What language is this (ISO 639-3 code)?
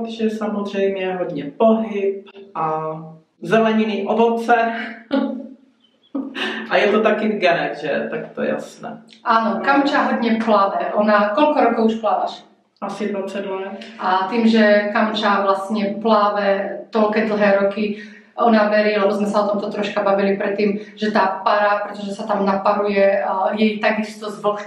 slk